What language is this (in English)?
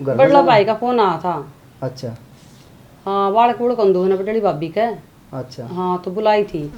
Haryanvi